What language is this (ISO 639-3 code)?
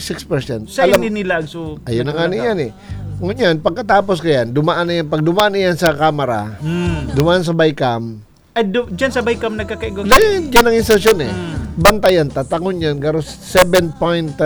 fil